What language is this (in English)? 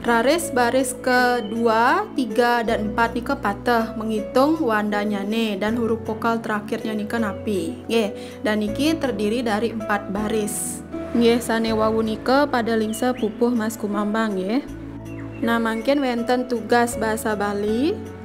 Balinese